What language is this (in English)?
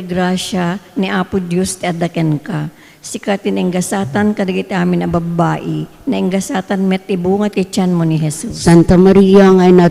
Iloko